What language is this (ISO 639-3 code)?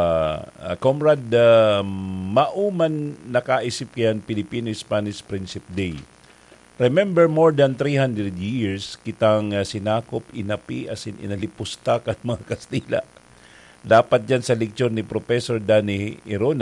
bik